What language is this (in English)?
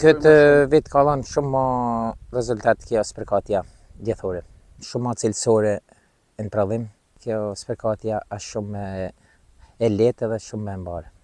Albanian